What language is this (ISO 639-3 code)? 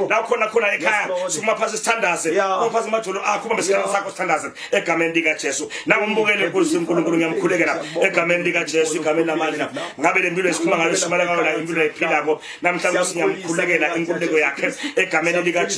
zul